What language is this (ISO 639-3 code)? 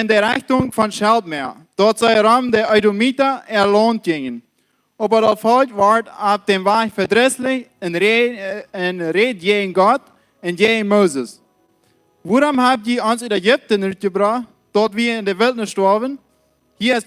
pdt